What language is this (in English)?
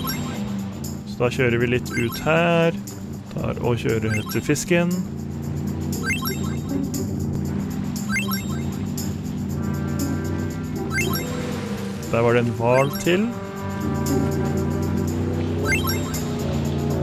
Norwegian